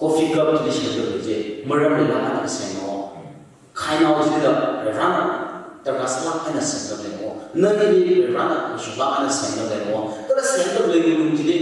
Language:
Tangkhul Naga (India)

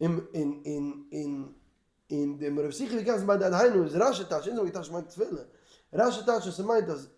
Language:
Yiddish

